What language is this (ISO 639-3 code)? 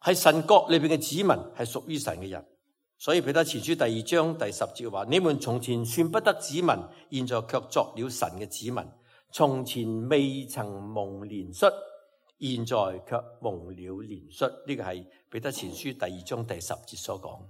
yue